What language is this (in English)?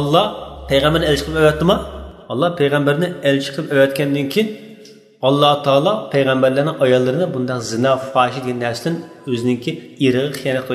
Uyghur